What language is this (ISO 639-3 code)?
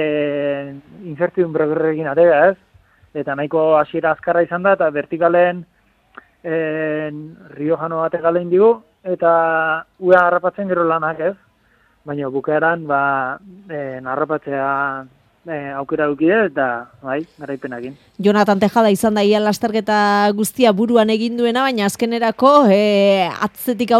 eus